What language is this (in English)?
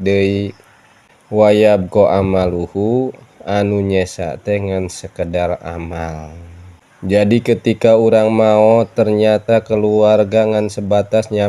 Sundanese